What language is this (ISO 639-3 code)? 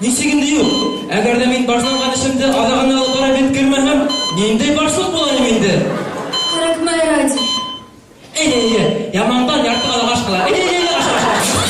bak